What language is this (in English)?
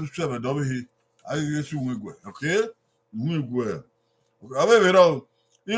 Bini